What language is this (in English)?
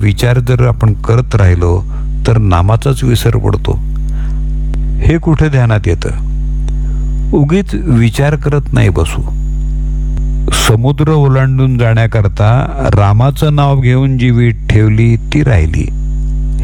Marathi